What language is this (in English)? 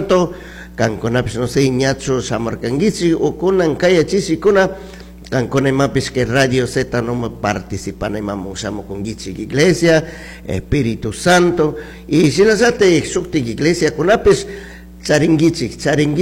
Chimborazo Highland Quichua